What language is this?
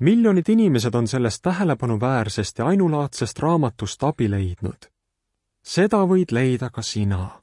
Estonian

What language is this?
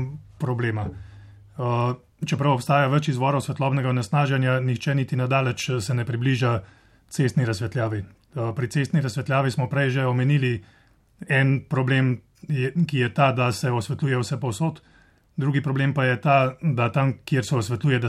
Slovenian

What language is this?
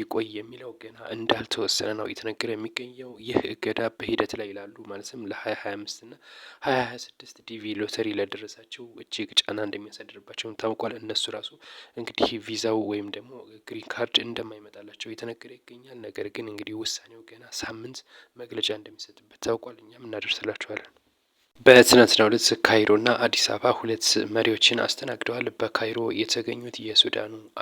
Amharic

